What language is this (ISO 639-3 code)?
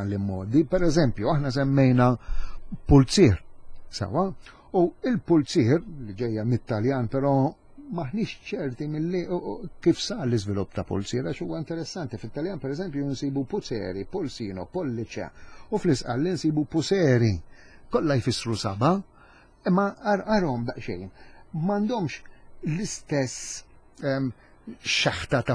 mlt